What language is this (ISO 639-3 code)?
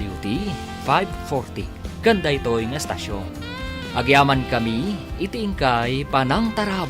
ilo